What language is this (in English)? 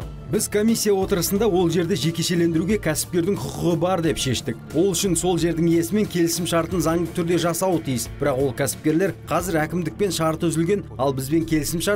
Kazakh